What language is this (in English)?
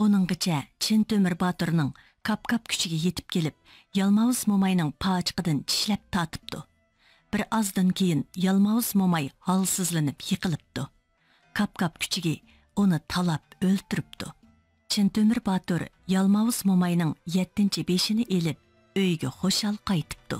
Uyghur